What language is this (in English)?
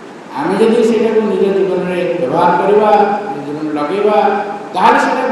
Odia